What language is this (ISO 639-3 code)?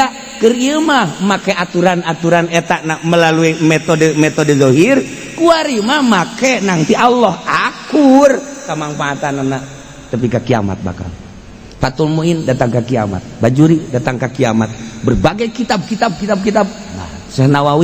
sun